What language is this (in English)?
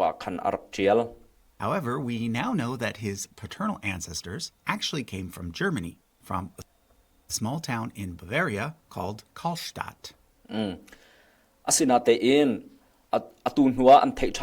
Hakha Chin